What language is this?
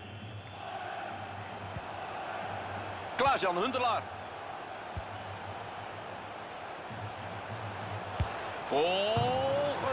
Dutch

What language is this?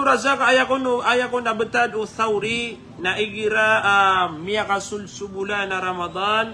Maranao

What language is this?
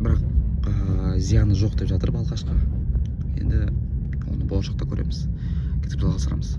Kazakh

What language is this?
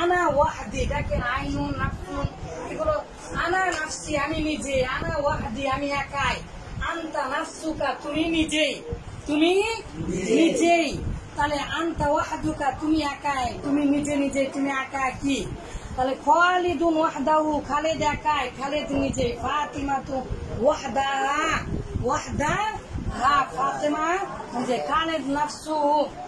Bangla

